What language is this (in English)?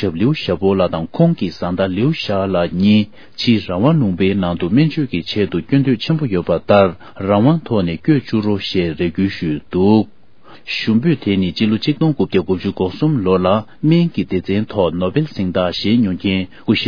Tibetan